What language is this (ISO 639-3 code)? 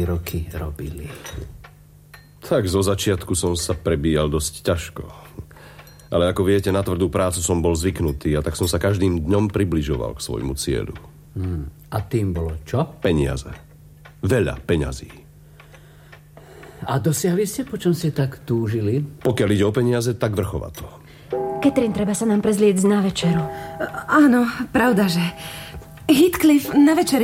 slk